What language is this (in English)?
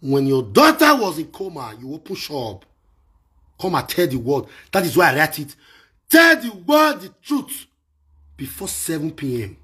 Nigerian Pidgin